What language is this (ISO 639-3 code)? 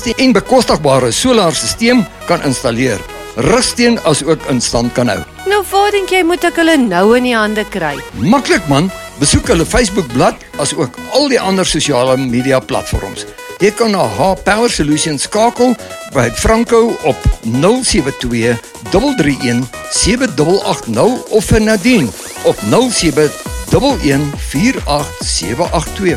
afr